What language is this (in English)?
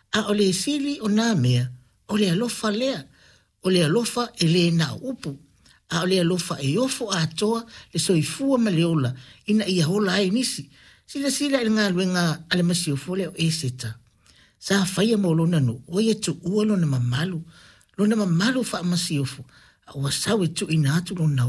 Samoan